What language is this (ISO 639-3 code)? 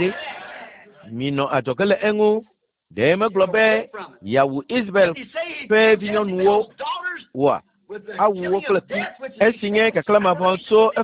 ewe